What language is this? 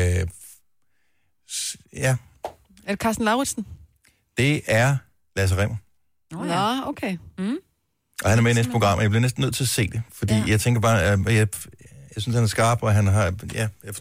Danish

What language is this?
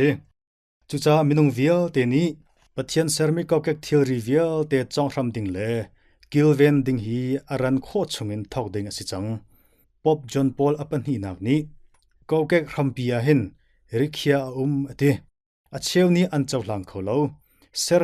Hakha Chin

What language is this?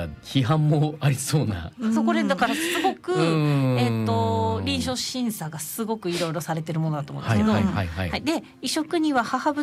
Japanese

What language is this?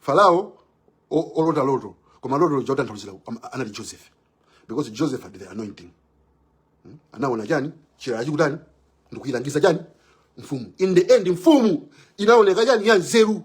Nyanja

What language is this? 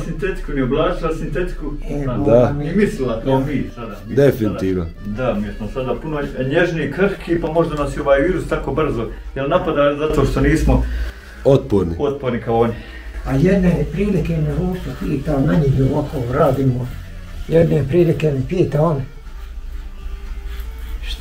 Bosnian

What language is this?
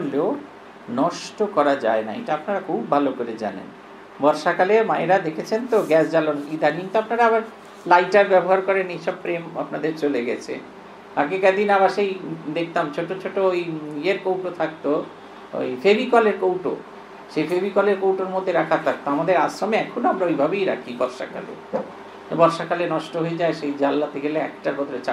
Bangla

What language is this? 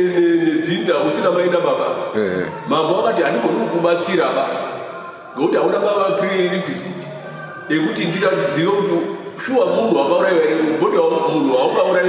Shona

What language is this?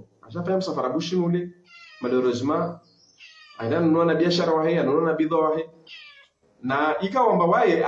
Ngazidja Comorian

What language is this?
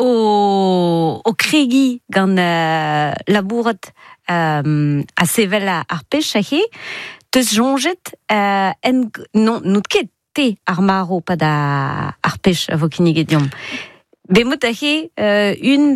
Breton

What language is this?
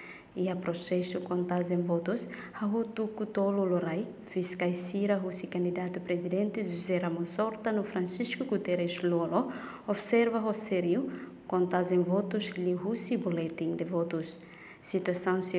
Tetum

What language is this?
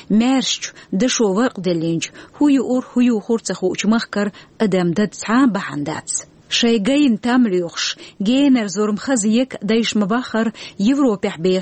Chechen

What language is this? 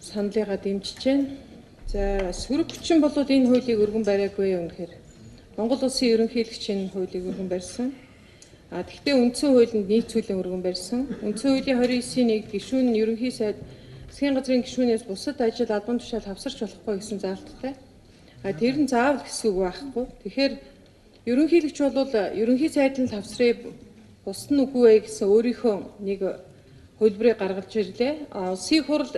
Mongolian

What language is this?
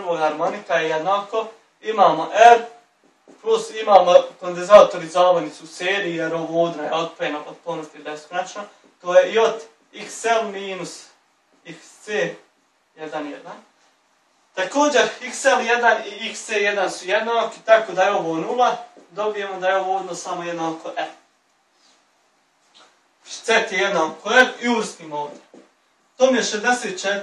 Bosnian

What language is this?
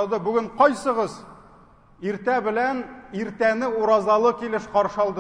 Tatar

